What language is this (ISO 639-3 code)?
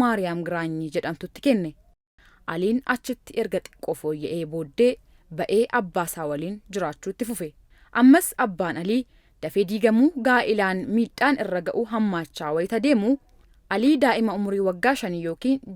orm